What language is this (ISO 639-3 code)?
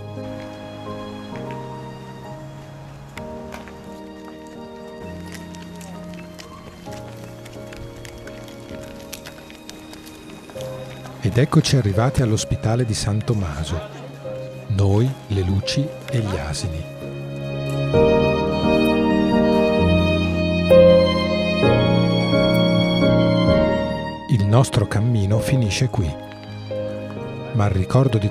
ita